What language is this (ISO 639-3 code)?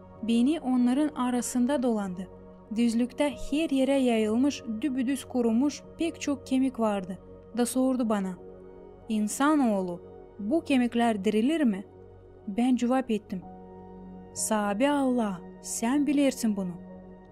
gag